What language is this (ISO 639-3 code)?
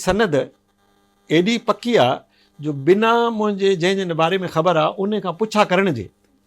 snd